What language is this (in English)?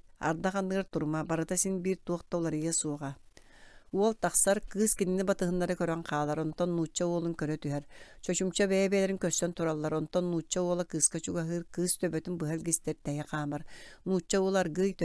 Yakut